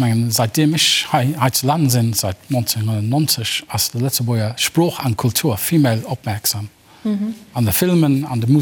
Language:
Luxembourgish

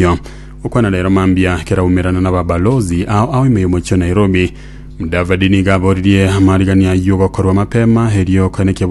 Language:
Gusii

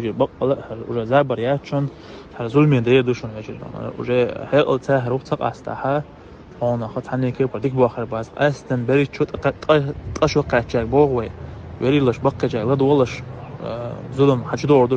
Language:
Chechen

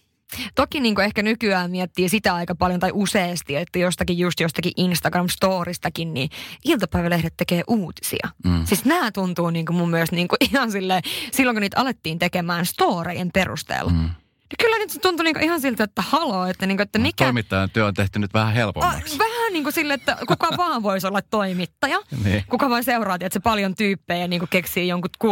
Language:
Finnish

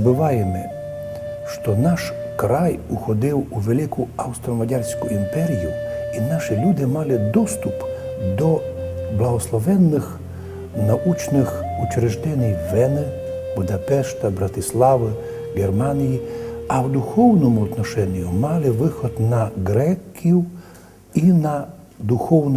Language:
Rusyn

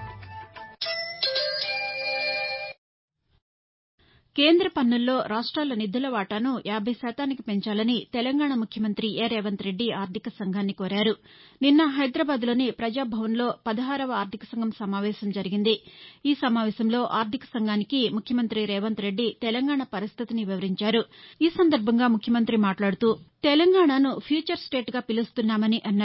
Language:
Telugu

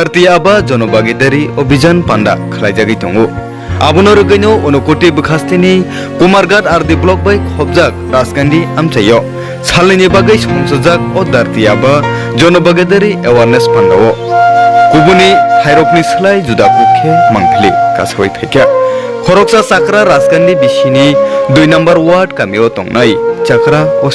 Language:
Kok Borok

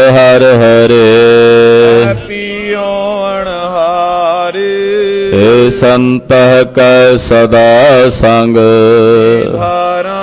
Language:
Punjabi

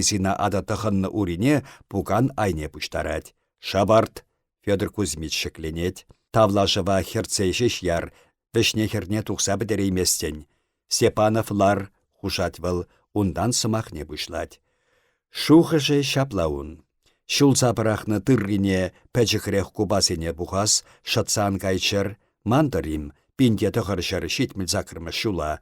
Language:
Chuvash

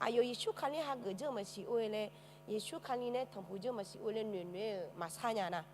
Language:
Akha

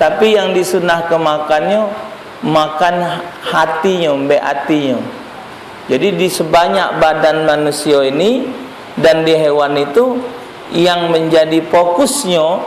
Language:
Musi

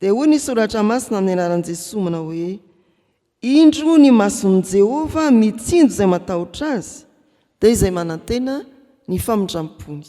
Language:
Malagasy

